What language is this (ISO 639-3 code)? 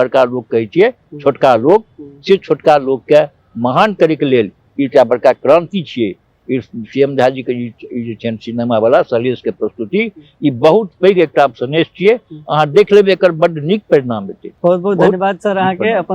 mai